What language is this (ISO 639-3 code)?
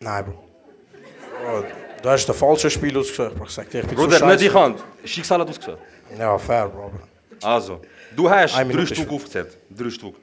gsw